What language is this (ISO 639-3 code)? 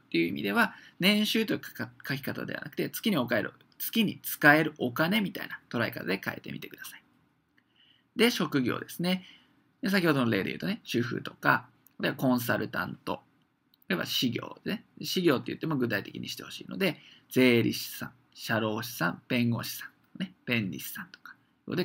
jpn